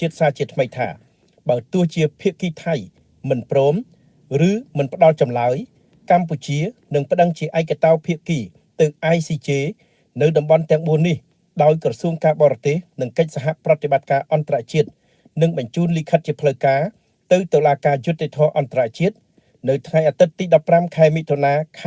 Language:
Khmer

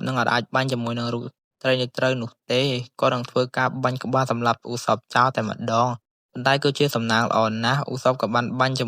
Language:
Khmer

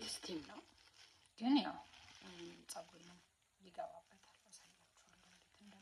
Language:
Amharic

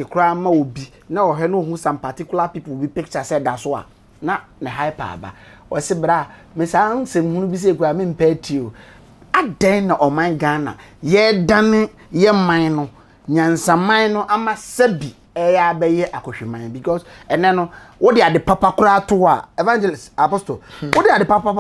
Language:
Akan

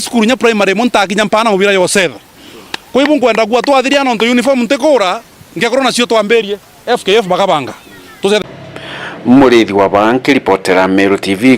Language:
Meru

